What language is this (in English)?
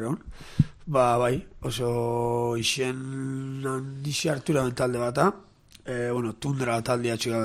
Basque